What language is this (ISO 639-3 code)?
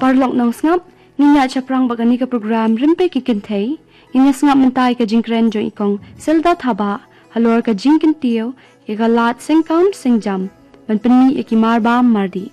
kha